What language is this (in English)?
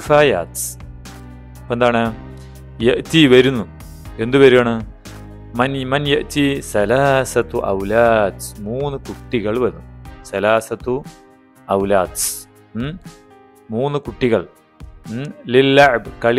Malayalam